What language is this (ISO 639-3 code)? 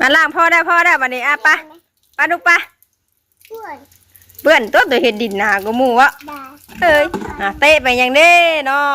tts